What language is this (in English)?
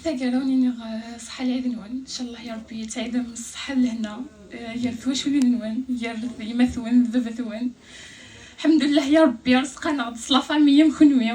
Kabyle